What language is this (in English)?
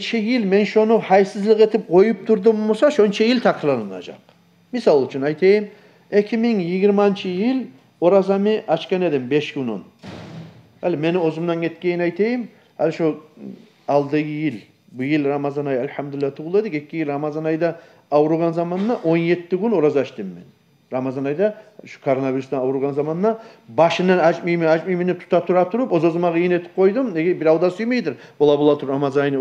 Kumyk